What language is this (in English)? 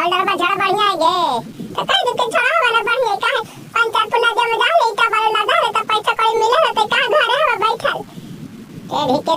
Magahi